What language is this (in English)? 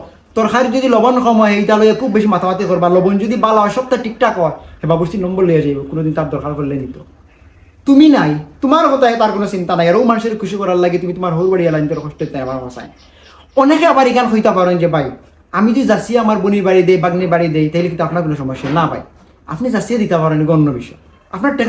Sylheti